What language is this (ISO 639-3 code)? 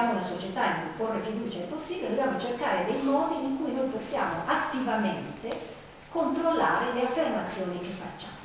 ita